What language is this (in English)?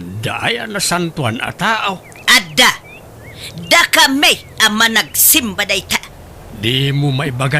Iloko